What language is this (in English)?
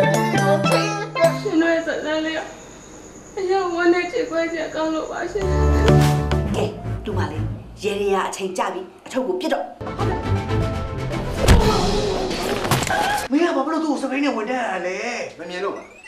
Burmese